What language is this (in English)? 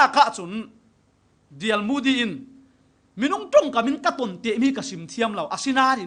Falam Chin